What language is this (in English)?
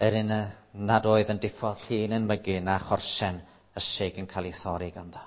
Welsh